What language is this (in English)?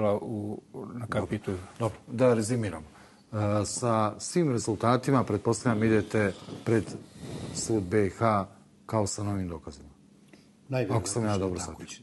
Bosnian